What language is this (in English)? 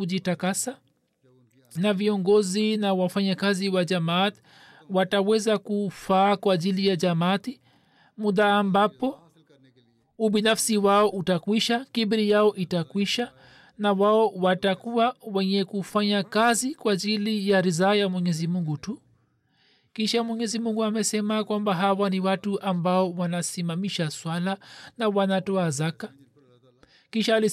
Swahili